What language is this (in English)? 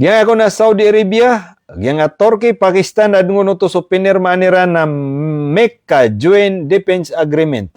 Maranao